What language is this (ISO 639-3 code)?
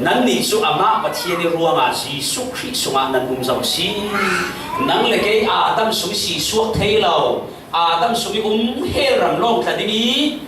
cfm